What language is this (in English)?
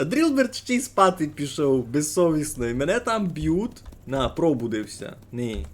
Rusyn